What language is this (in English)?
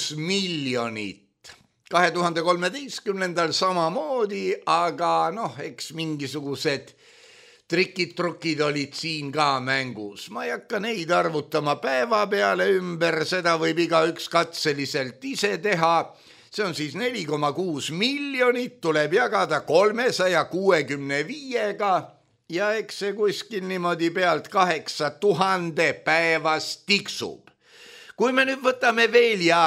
Estonian